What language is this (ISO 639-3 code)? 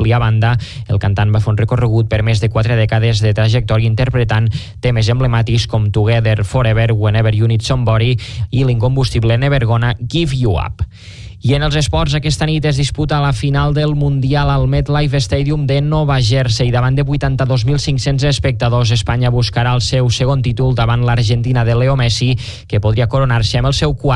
cat